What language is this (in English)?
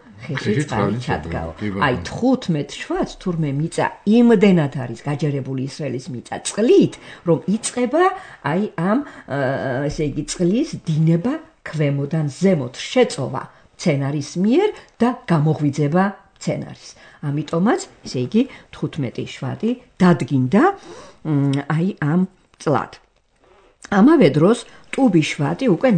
Georgian